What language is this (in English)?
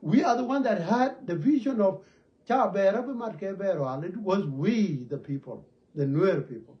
Nuer